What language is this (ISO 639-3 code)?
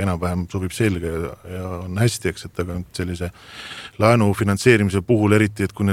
est